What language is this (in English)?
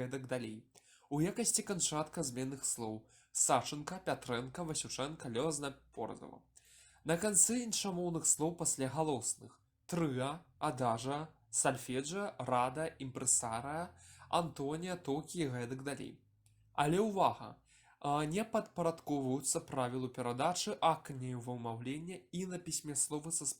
Belarusian